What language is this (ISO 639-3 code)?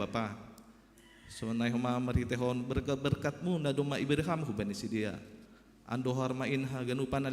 bts